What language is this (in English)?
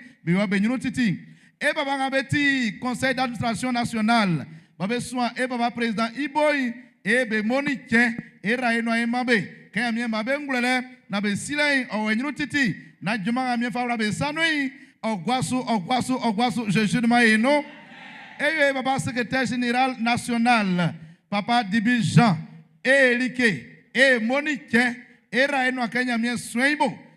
Baoulé